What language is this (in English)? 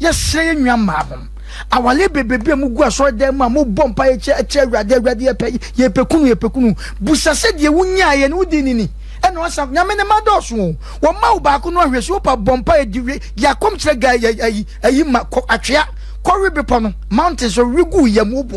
Akan